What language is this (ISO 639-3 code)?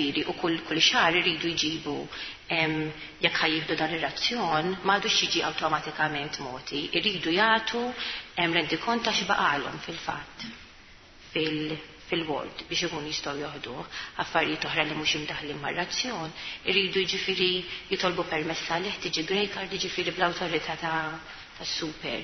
mlt